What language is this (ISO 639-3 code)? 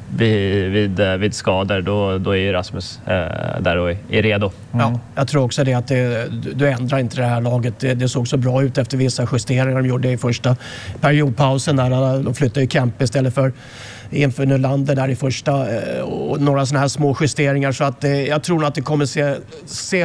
swe